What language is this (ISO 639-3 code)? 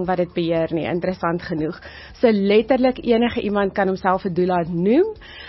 afr